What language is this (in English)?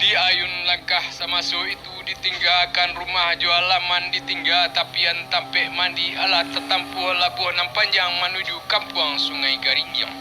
Minangkabau